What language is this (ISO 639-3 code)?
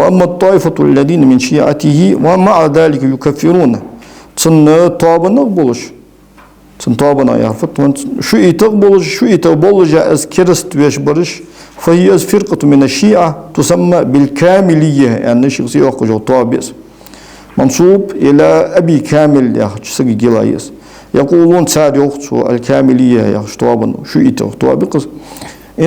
inh